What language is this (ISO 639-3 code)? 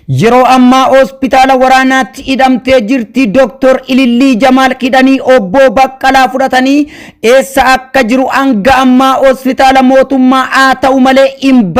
orm